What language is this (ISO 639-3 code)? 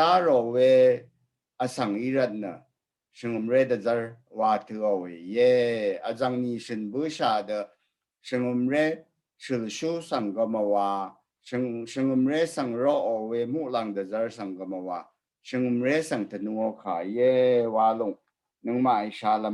raw